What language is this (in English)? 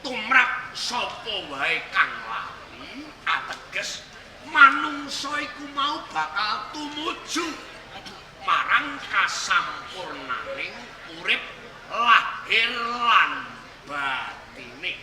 Javanese